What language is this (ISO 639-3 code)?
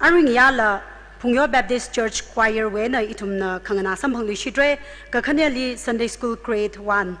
nmf